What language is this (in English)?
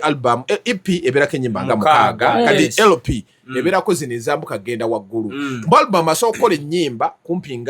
Ganda